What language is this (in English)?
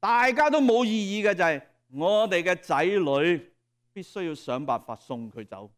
Cantonese